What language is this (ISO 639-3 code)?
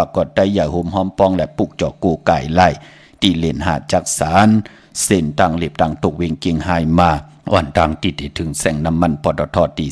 shn